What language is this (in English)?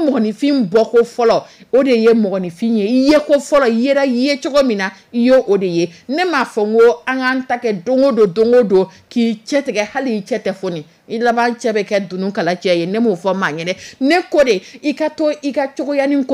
Dyula